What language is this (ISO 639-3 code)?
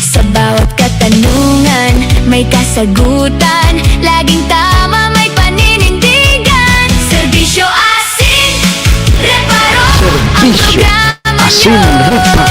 bik